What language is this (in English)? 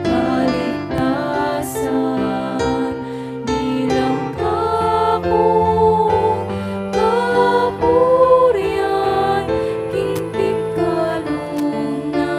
Pampanga